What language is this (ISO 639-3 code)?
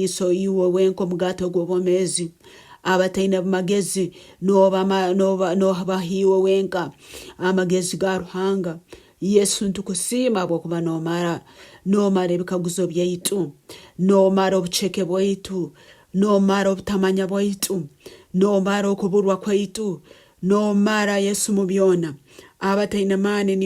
nyn